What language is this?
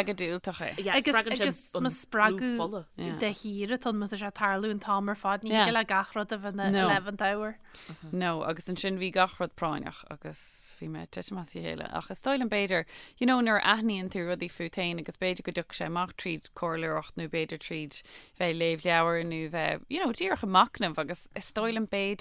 Irish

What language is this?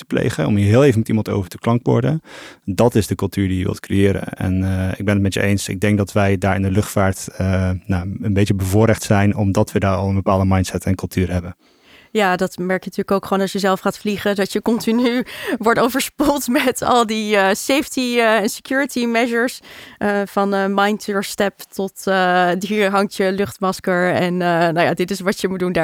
Dutch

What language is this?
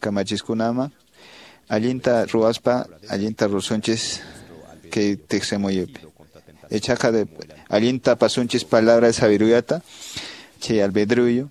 Quechua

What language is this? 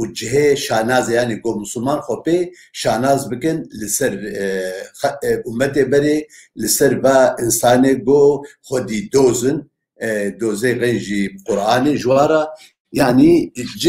Kurdish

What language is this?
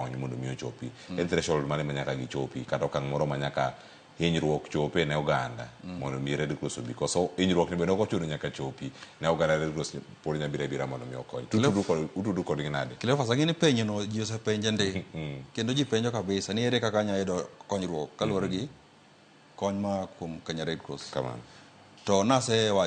Luo (Kenya and Tanzania)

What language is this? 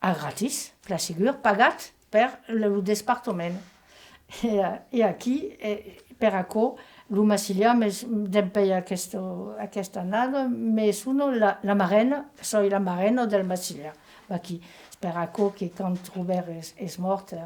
Occitan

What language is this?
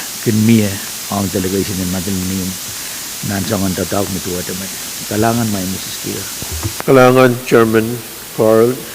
Pohnpeian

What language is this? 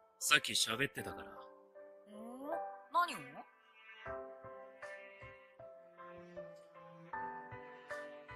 Japanese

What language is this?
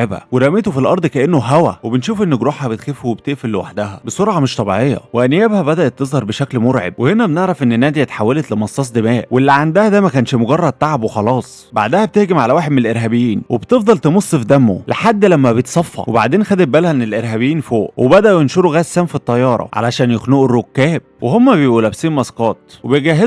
Egyptian Arabic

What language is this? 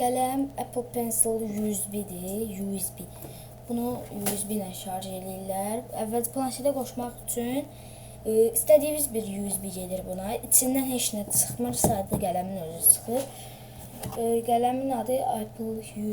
Azerbaijani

